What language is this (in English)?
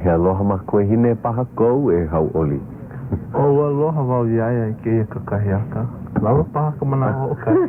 Hawaiian